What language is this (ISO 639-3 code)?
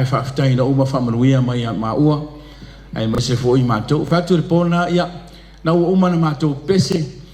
smo